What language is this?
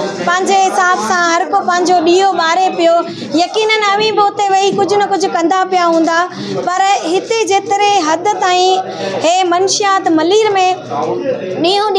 Sindhi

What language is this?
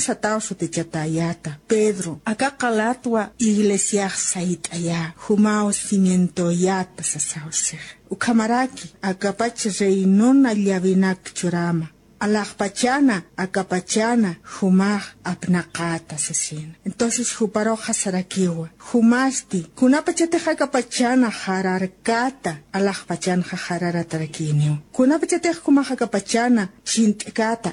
Aymara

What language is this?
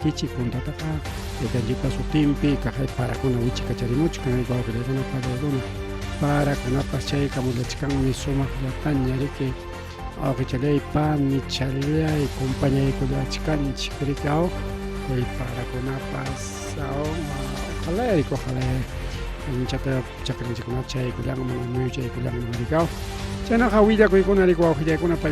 Ayacucho Quechua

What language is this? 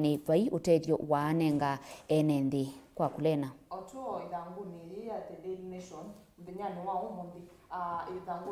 Kamba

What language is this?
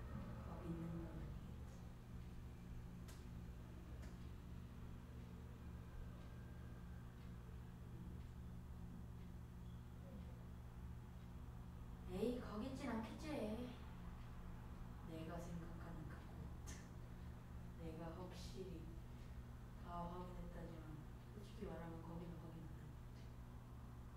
Korean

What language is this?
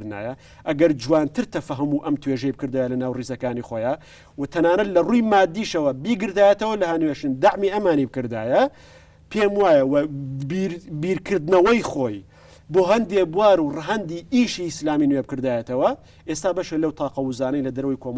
Central Kurdish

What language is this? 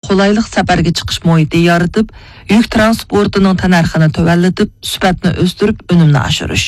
Uyghur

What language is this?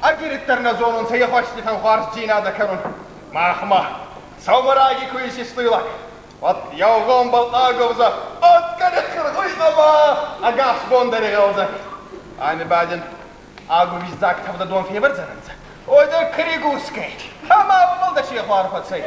Ossetic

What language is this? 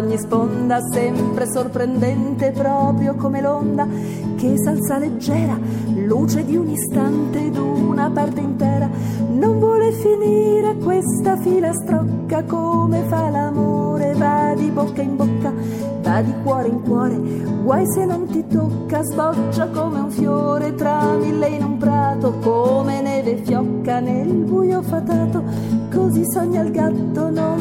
Italian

